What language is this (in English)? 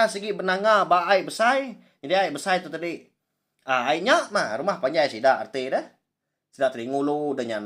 Iban